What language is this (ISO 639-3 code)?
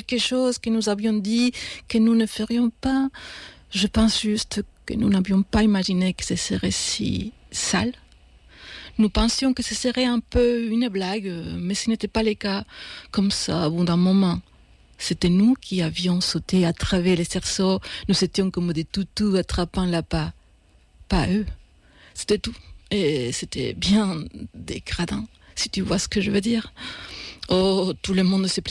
fra